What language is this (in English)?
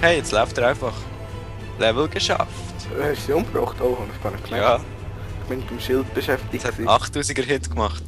Swiss German